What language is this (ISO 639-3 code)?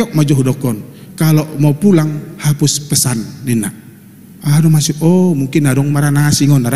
bbc